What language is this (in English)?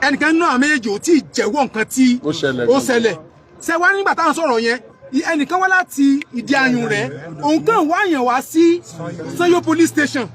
Yoruba